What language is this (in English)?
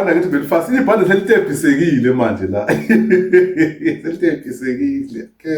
Zulu